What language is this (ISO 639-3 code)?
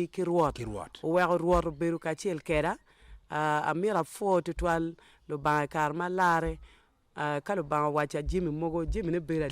ach